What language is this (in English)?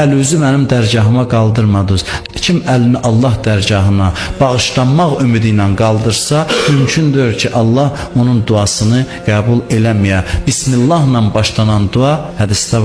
Azerbaijani